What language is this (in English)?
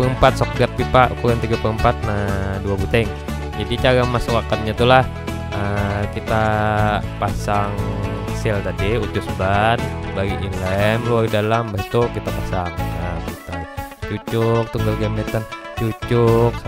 Banjar